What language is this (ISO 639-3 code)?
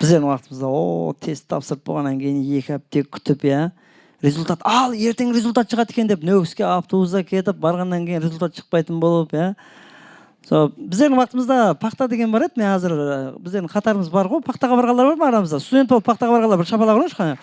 kaa